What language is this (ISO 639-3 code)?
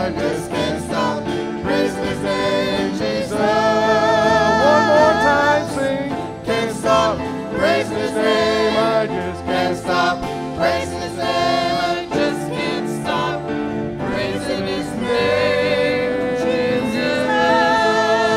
eng